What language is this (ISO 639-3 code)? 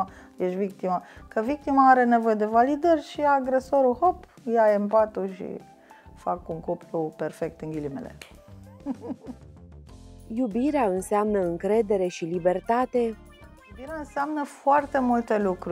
ron